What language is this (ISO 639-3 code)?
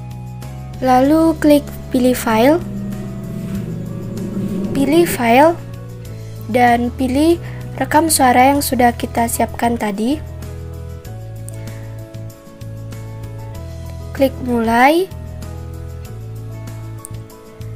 ind